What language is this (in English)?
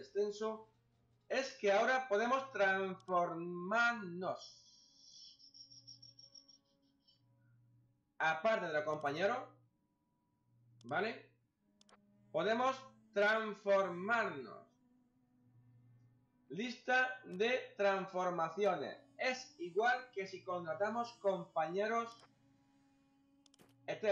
Spanish